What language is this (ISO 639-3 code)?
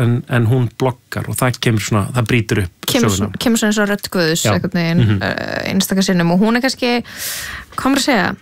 isl